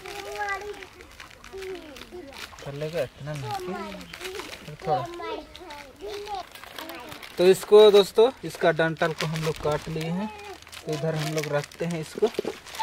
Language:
Hindi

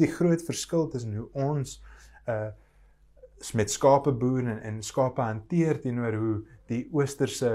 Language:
Afrikaans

